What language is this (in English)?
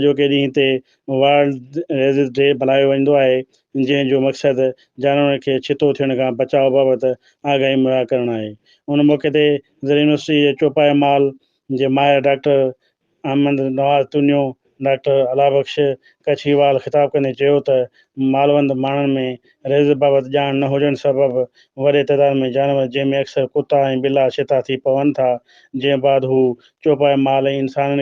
Sindhi